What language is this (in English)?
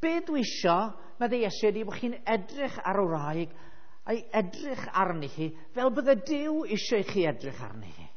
Welsh